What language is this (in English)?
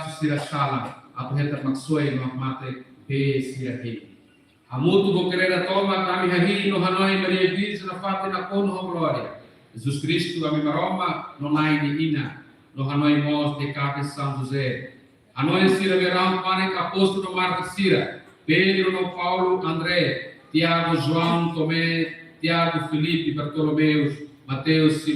Tetum